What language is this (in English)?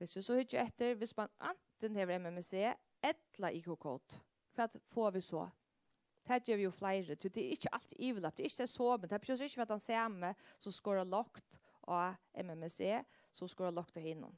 Faroese